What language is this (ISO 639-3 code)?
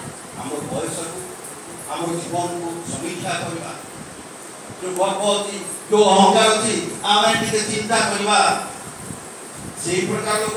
ori